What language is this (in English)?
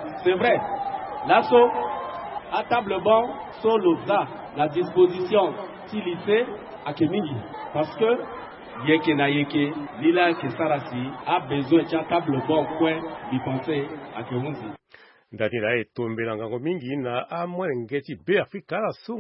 Sango